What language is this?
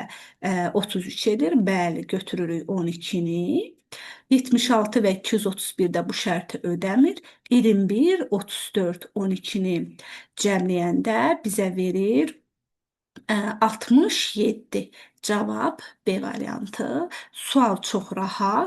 Azerbaijani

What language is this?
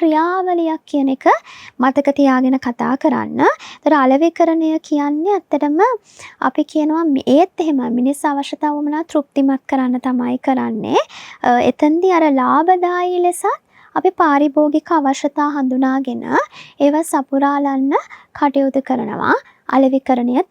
Sinhala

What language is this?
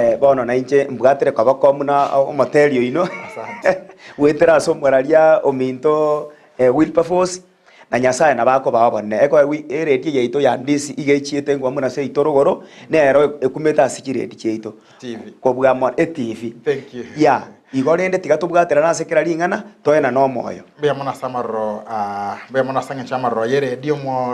Gusii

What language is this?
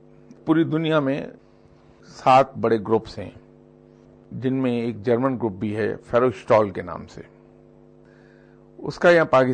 Urdu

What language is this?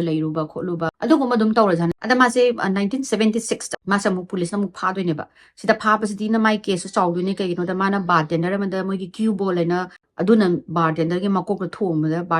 Manipuri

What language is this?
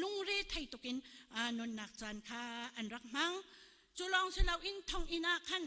Hakha Chin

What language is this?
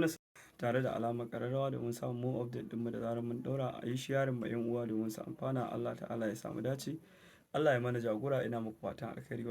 Hausa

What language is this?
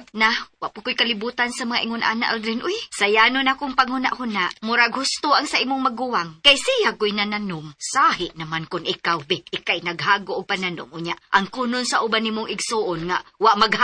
Cebuano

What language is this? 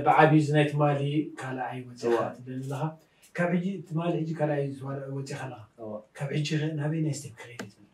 Tigrinya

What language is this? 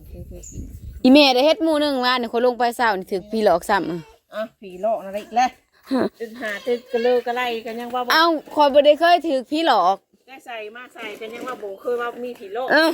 Northeastern Thai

